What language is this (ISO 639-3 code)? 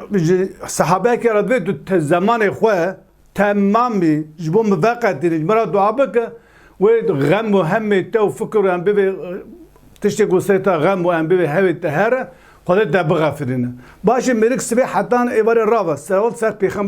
kur